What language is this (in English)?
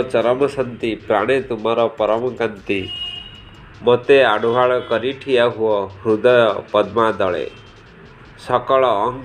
Odia